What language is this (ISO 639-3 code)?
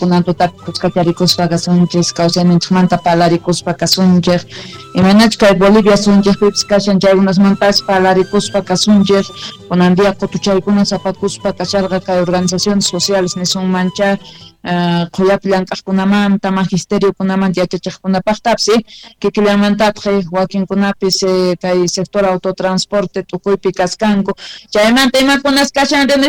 quh